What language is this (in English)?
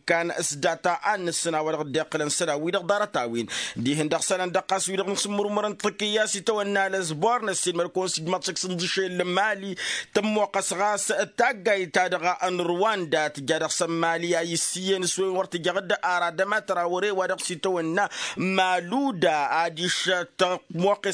Tamasheq